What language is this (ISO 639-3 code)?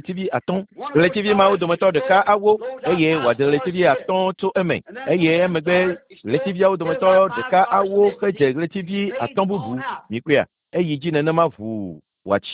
ewe